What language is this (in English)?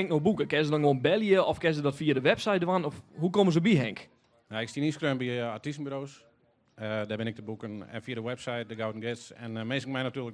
Western Frisian